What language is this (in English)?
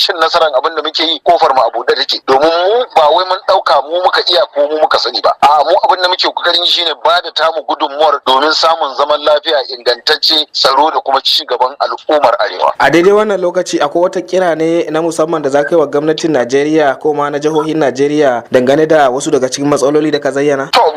Hausa